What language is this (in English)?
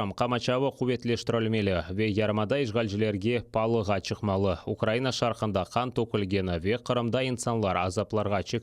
Crimean Tatar